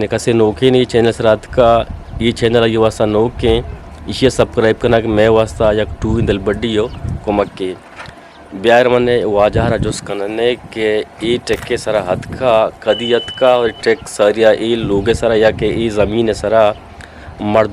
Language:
Eastern Balochi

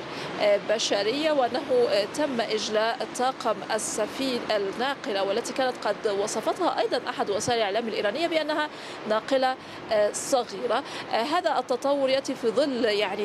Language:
Arabic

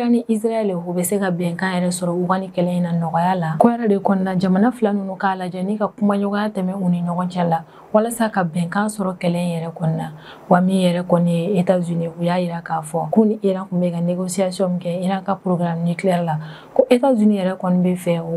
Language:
Bambara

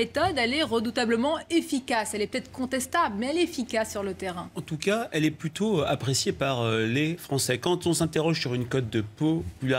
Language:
French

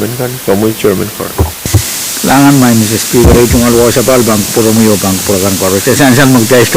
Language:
Pohnpeian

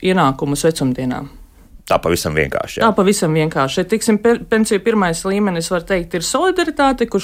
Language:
Latvian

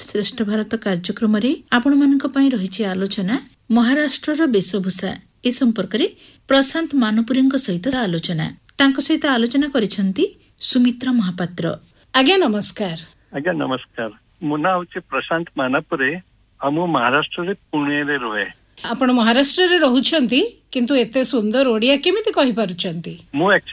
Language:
Odia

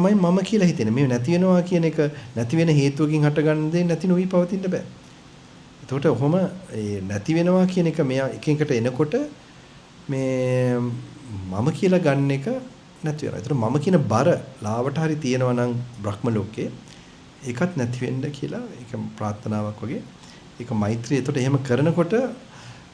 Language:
Sinhala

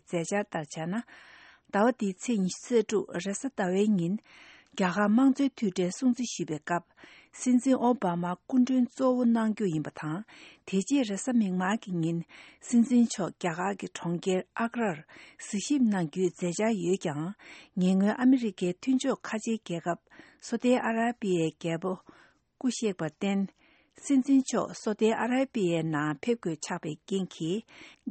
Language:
Tibetan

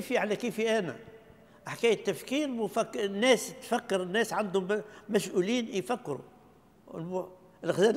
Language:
Tunisian Arabic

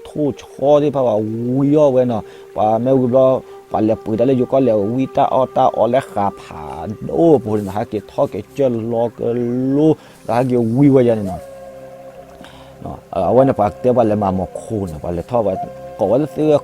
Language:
S'gaw Karen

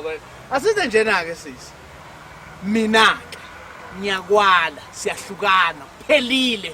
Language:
Zulu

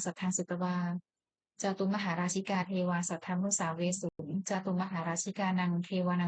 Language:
Pali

